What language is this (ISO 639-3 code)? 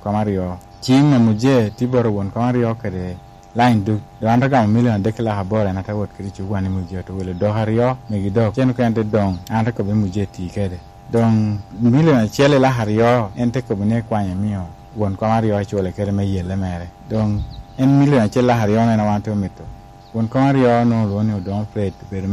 laj